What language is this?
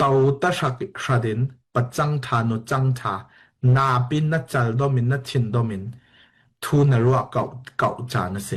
Falam Chin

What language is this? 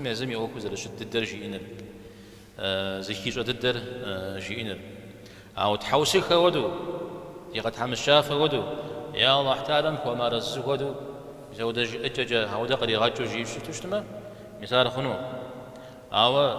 Kabardian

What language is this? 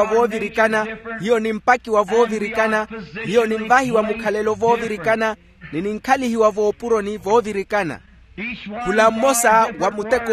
Makhuwa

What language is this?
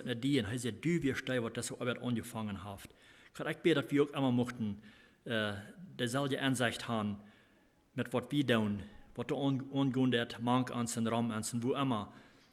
Plautdietsch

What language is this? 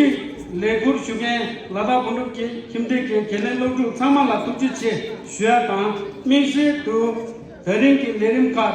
Tibetan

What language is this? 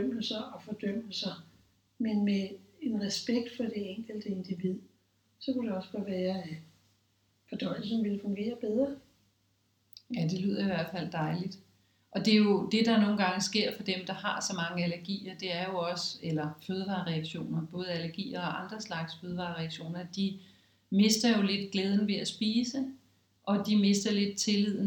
Danish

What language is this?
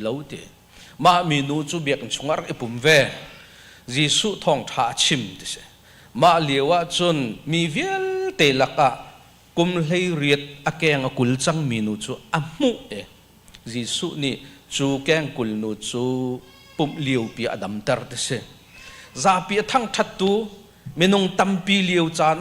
Hakha Chin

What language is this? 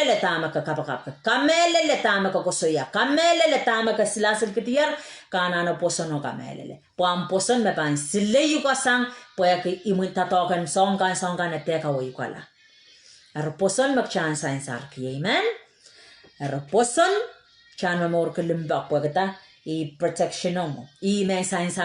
Pohnpeian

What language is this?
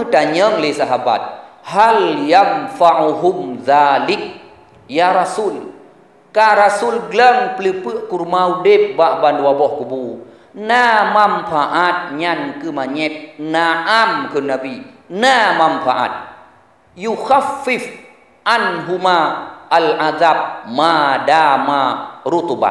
Achinese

